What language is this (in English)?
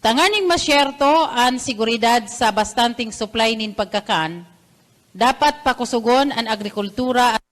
Bikol